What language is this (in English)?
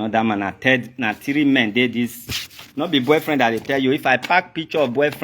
Nigerian Pidgin